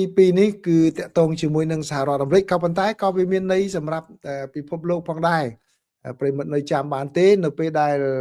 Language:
Khmer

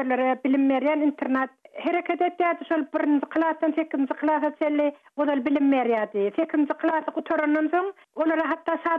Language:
Turkmen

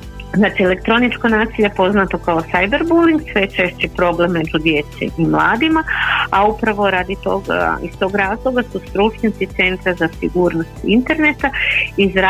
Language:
Croatian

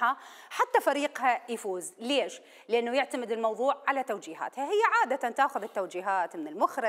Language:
Mesopotamian Arabic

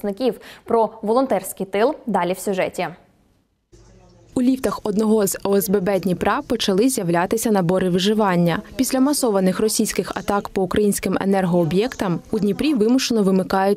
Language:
Ukrainian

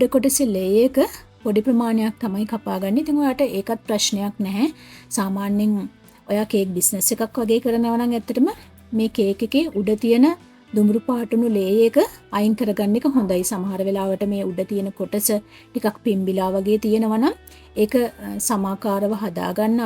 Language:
Sinhala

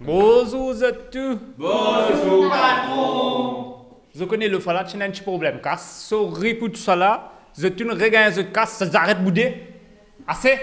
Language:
Morisyen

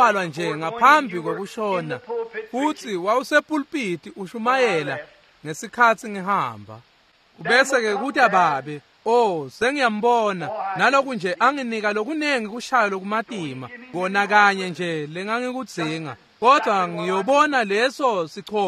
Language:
Swati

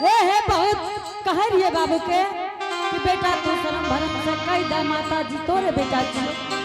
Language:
Angika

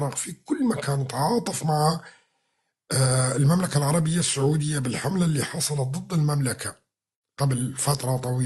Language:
North Levantine Arabic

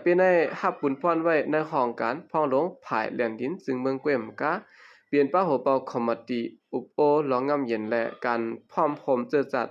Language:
Shan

